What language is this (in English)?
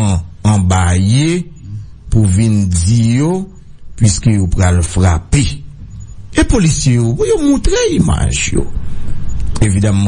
Haitian Creole